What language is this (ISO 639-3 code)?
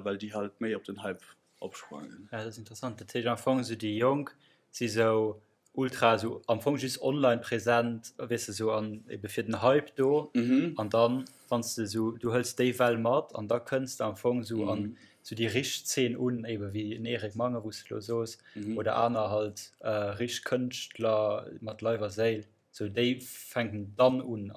ltz